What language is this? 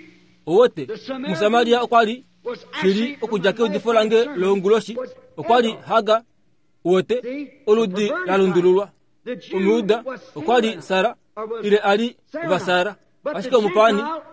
Kuanyama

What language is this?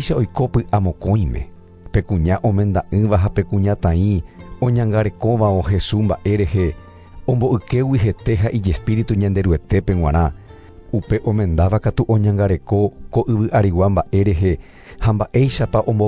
Guarani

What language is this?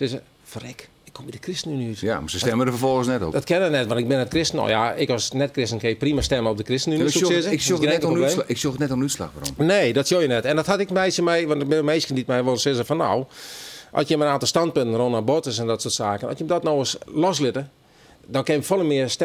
Western Frisian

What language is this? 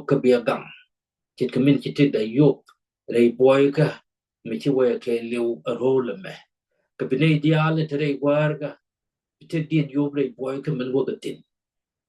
Nuer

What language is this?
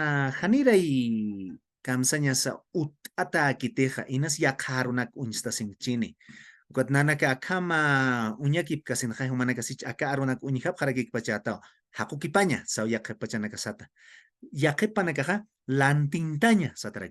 Aymara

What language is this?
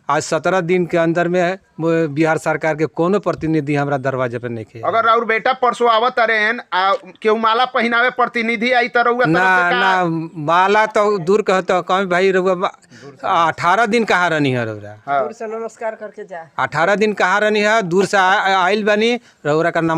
Bhojpuri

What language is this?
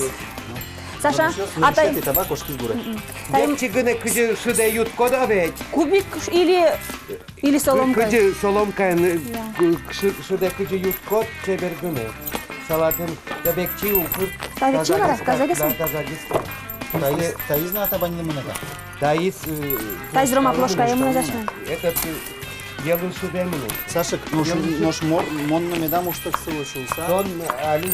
Udmurt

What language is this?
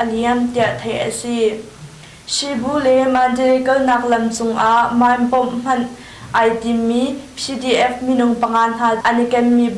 Hakha Chin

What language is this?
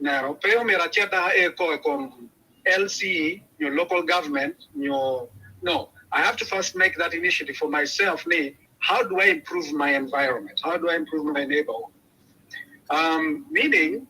Acoli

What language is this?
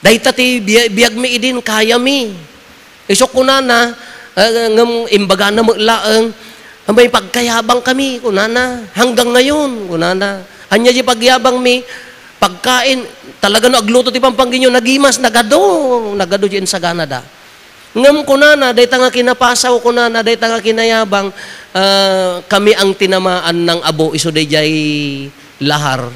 Iloko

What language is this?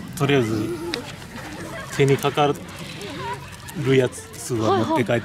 Japanese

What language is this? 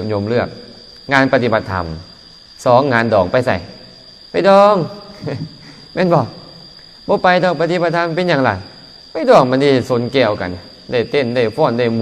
Lao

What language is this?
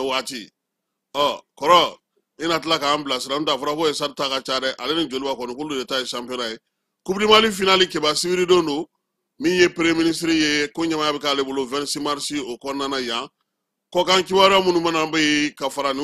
Bambara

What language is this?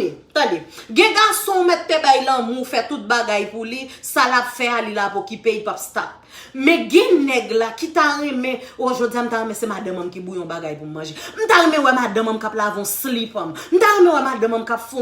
Haitian Creole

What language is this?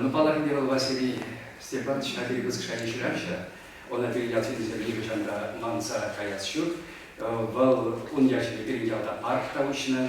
Chuvash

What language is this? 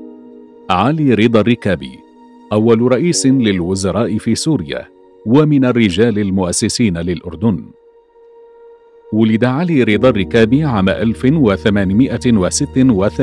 Arabic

